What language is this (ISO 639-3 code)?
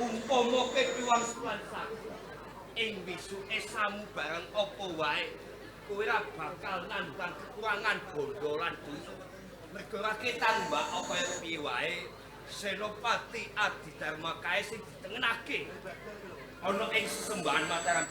jav